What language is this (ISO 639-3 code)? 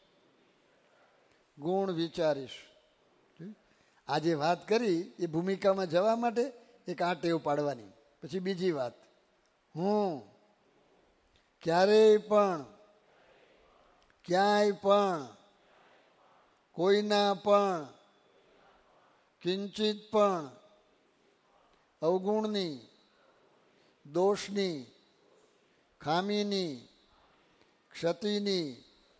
guj